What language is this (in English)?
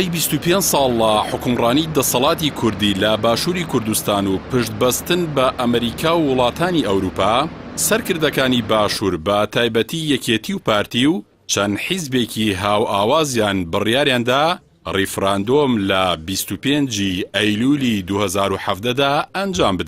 Central Kurdish